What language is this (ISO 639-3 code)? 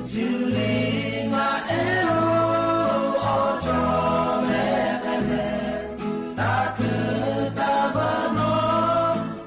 lhu